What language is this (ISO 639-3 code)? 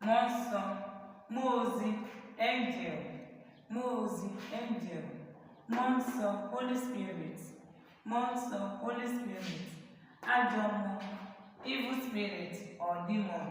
ibo